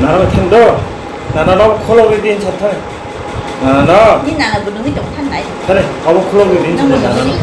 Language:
Kok Borok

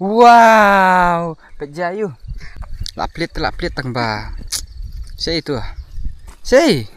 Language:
Khasi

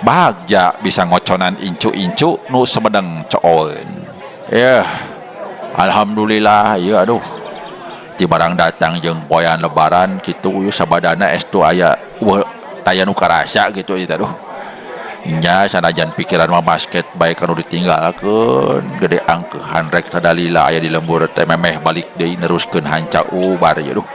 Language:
Sundanese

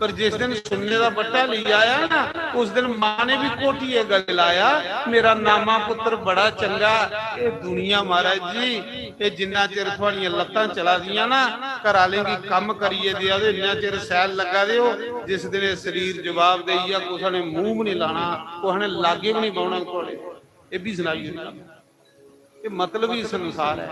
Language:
Dogri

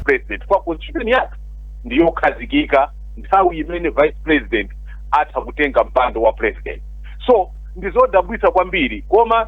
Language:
Nyanja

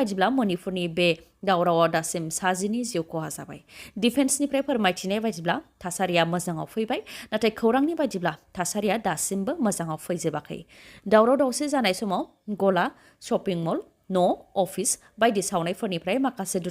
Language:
Bodo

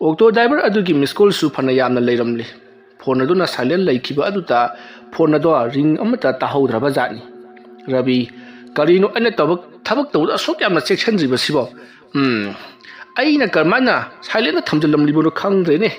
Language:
Manipuri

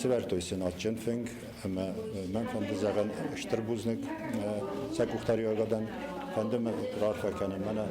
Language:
Ossetic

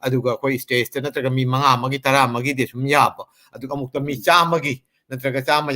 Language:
Manipuri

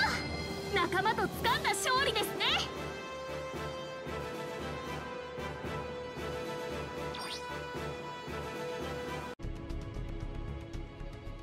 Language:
Japanese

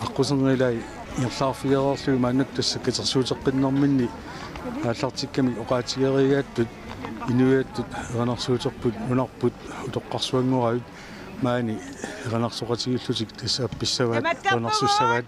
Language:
Kalaallisut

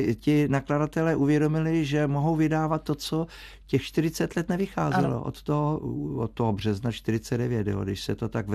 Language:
Czech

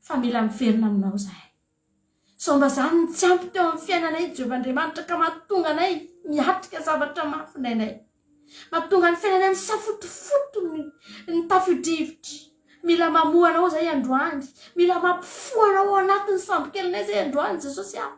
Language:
Malagasy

